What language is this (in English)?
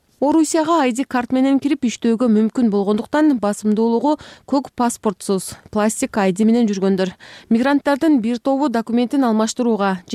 Kyrgyz